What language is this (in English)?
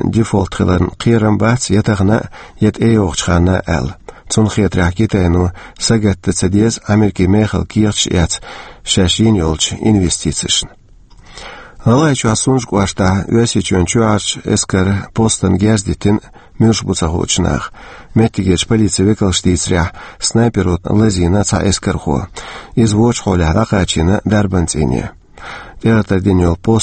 Chechen